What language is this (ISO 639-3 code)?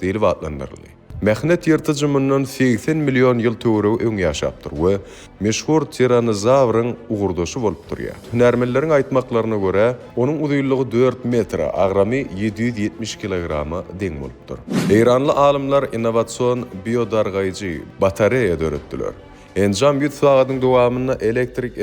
tuk